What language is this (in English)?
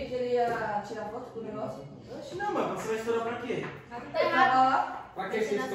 Portuguese